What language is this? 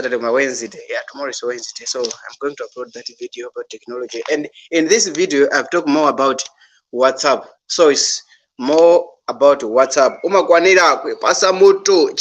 Nyanja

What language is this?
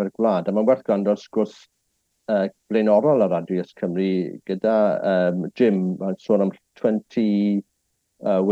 Welsh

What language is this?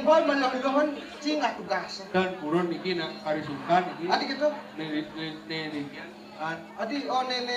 Balinese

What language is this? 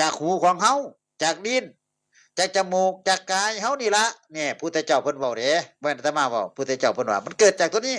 Northeastern Thai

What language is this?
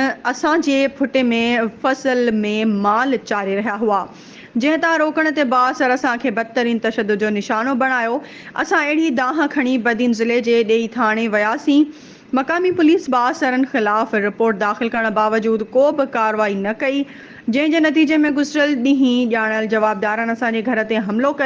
Sindhi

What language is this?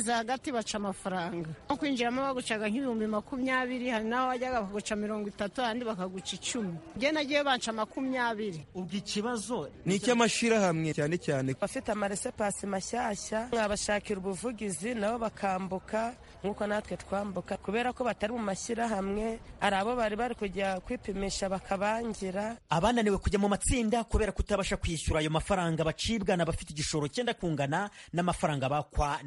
Kinyarwanda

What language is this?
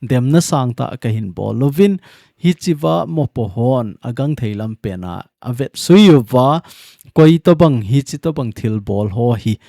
Thado Chin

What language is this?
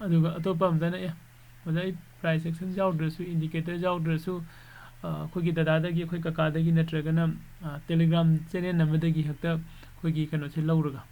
Manipuri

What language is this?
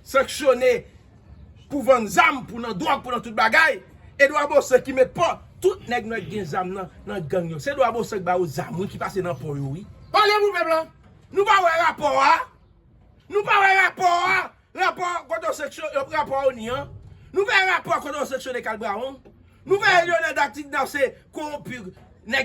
Haitian Creole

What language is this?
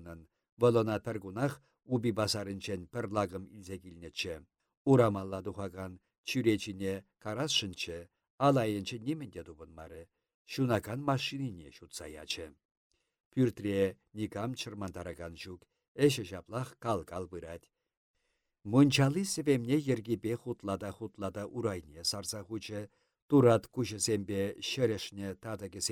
Chuvash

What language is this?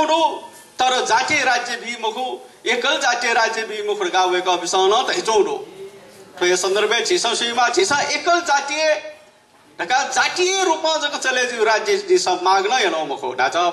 Newari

